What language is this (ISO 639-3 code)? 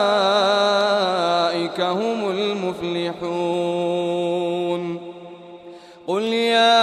ara